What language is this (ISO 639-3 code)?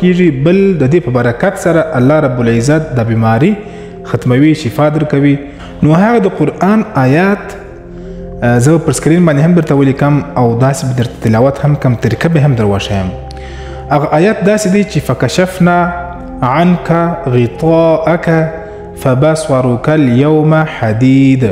pus